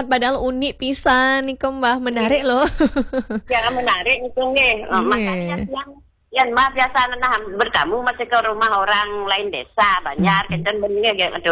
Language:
Balinese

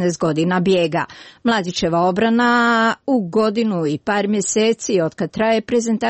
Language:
Croatian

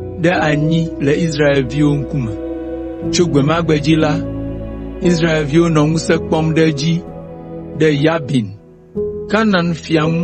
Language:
Ewe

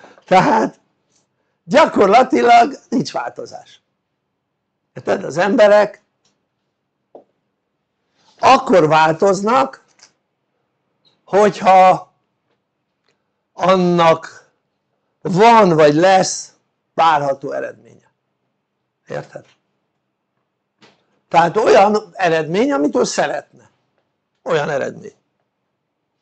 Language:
Hungarian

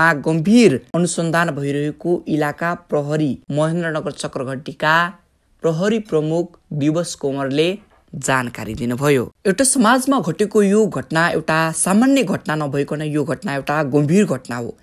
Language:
Nepali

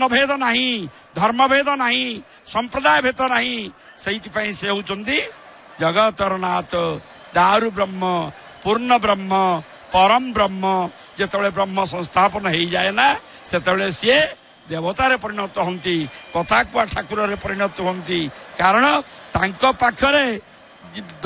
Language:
Odia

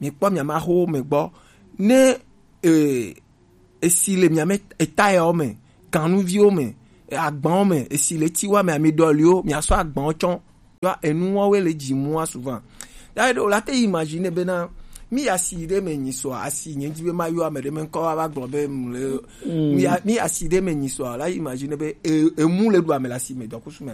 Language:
Gen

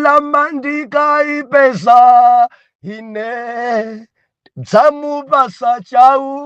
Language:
Nyanja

